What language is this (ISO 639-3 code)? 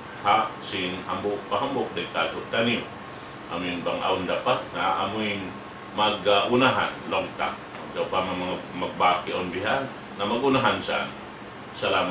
tsg